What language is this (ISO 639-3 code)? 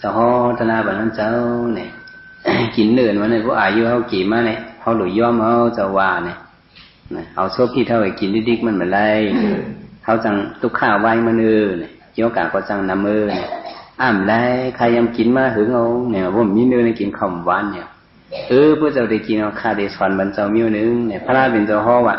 shn